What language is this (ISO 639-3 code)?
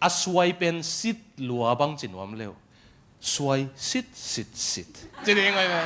ctd